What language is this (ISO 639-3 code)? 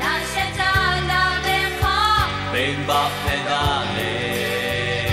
lhu